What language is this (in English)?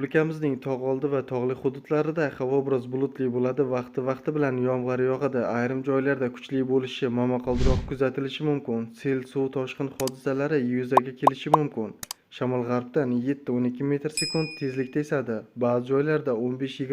Uzbek